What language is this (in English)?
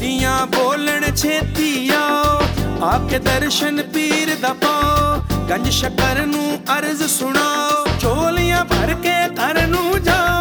Punjabi